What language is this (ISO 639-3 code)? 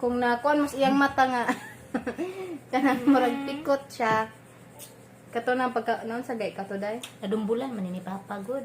ceb